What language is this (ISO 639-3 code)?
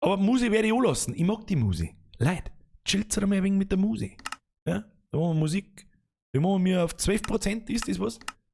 bar